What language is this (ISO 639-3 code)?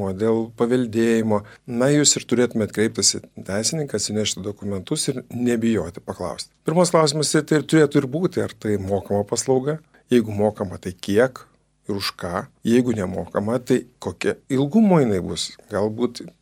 lit